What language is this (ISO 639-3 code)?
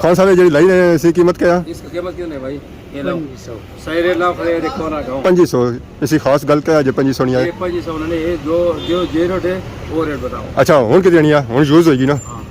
phr